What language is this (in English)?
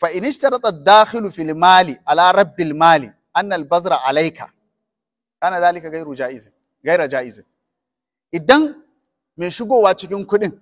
Hausa